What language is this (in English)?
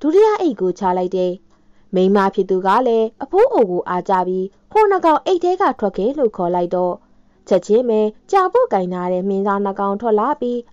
Burmese